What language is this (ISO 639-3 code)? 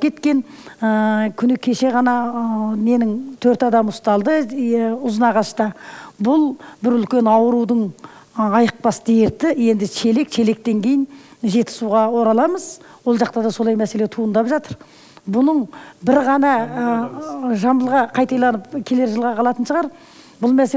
kaz